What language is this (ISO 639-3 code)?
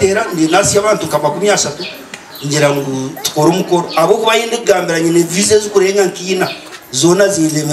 nyn